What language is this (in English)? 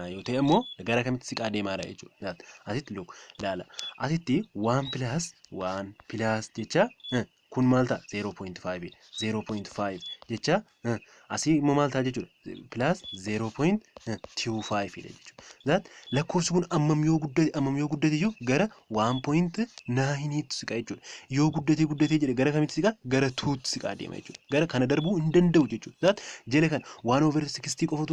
Oromo